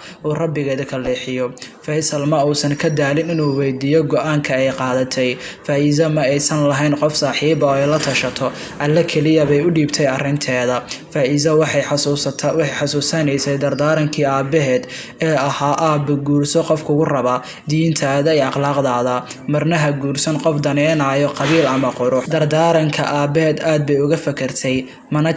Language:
Somali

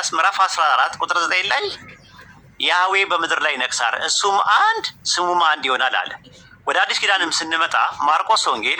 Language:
Amharic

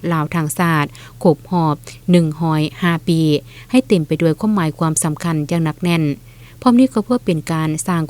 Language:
Lao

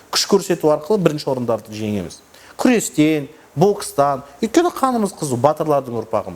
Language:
Kazakh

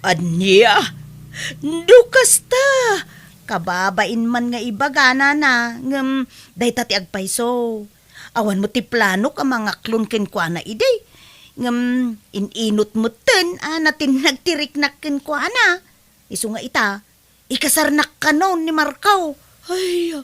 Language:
Iloko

